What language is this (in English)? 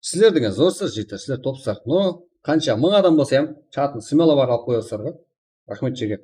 Kara-Kalpak